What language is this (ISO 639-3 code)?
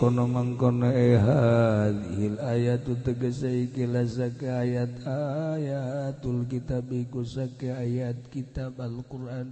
sun